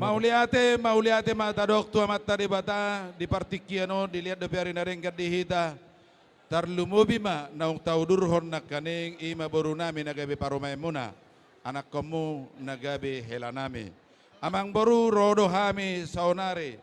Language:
Batak Toba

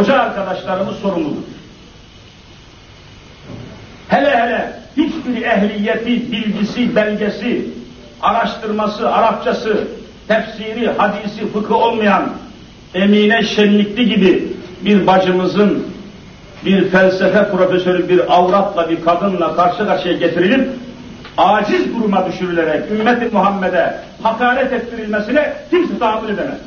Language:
Turkish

